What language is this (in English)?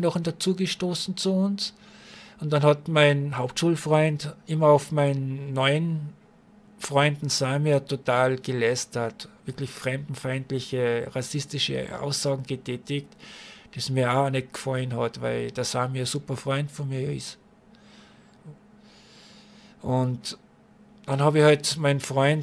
German